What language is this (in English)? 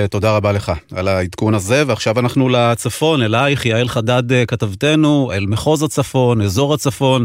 Hebrew